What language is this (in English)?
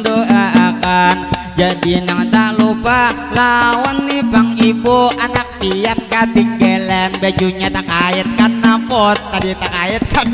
Banjar